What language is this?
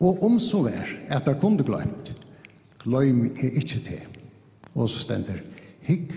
Faroese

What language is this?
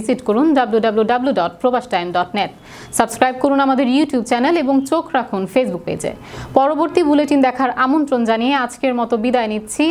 Bangla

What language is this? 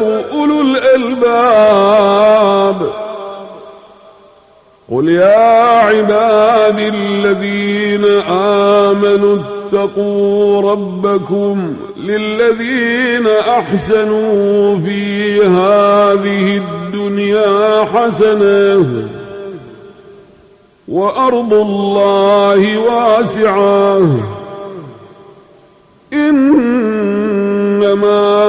Arabic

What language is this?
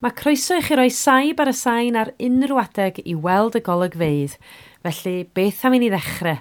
Welsh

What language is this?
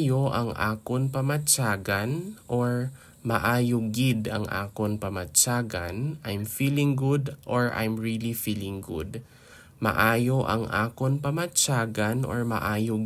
Hiligaynon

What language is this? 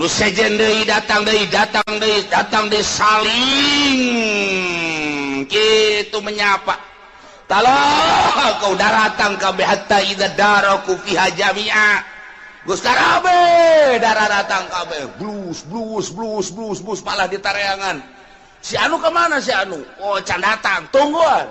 Sundanese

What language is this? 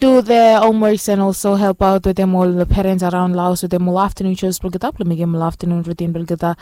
Bislama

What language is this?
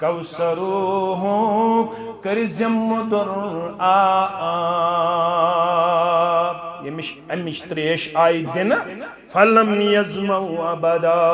Kashmiri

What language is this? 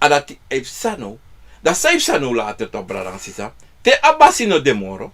Sranan Tongo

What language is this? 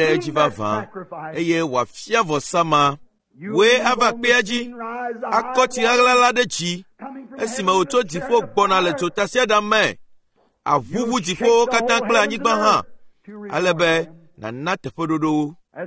Ewe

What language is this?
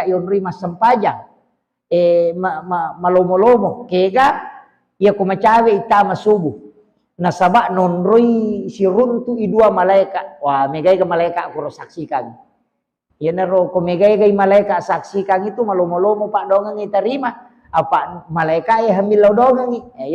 Buginese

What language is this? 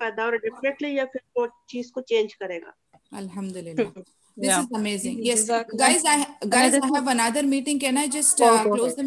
Urdu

